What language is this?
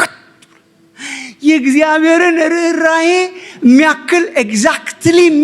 Amharic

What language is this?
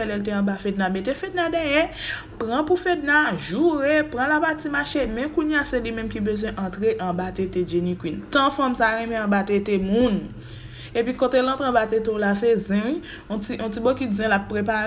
Haitian Creole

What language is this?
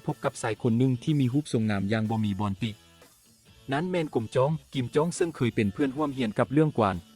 Lao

